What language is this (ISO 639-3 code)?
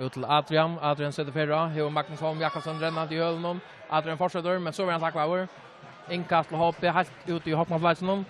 fao